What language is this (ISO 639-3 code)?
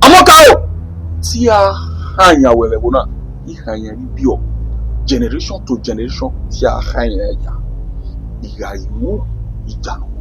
bin